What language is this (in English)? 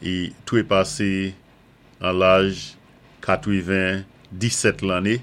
Saint Lucian Creole French